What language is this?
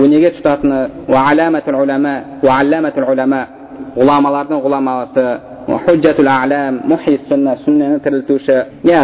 Kazakh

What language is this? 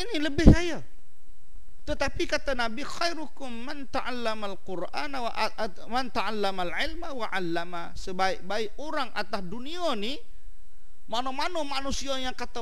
Malay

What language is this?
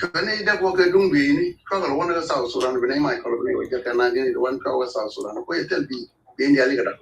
Nuer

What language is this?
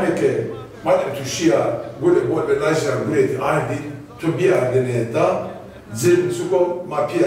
Zaza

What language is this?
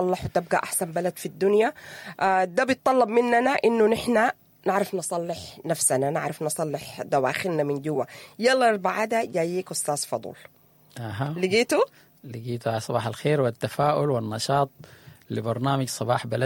Sudanese Arabic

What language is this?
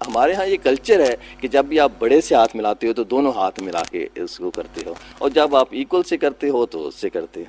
Urdu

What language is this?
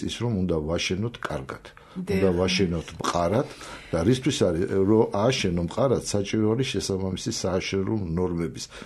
Georgian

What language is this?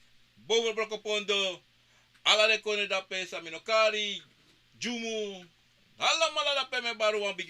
Sranan Tongo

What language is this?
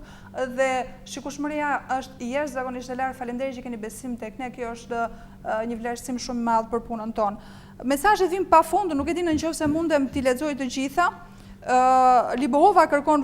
Albanian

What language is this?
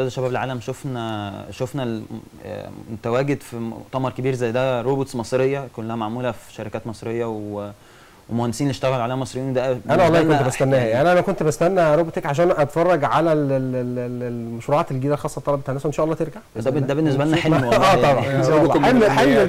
Egyptian Arabic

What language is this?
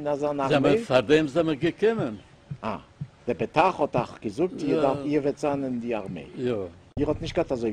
Yiddish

